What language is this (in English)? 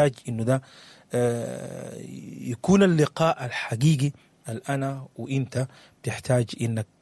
Sudanese Arabic